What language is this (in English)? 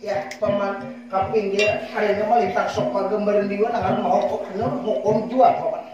Banjar